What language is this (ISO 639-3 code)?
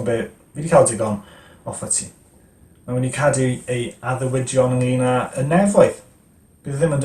cym